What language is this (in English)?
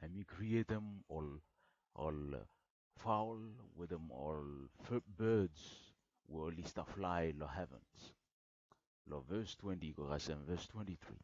Bislama